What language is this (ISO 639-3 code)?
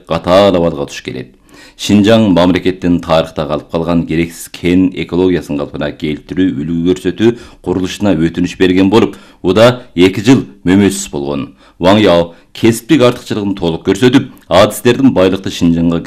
kir